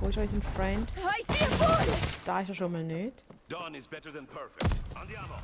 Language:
Swiss German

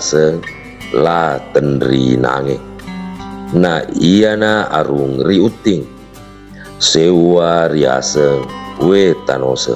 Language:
Buginese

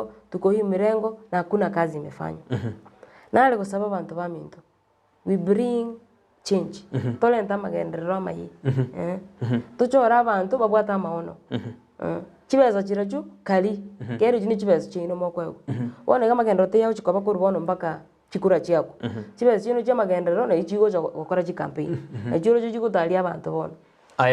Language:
Gusii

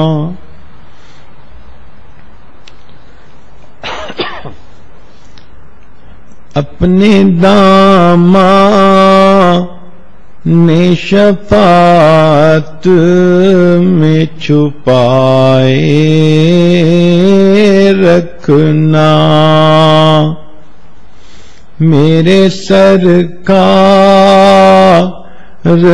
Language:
Urdu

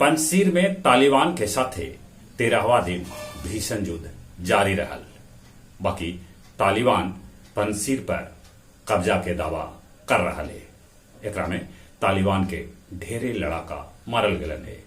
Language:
Magahi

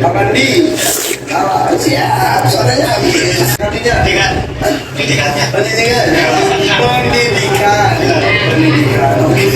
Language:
Betawi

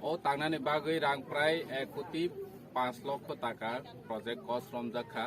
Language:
Kok Borok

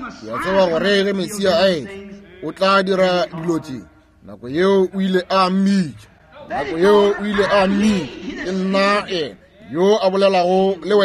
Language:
Northern Sotho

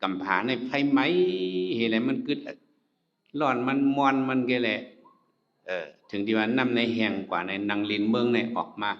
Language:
Shan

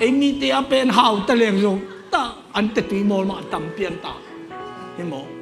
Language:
Tedim Chin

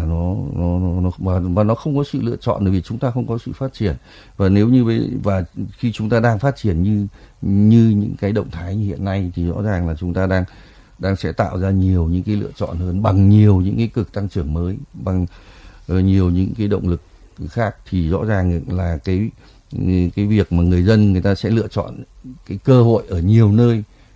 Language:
Vietnamese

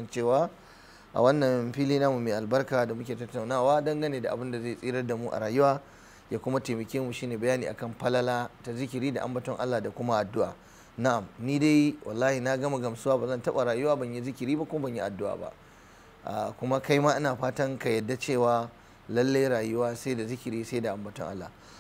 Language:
Hausa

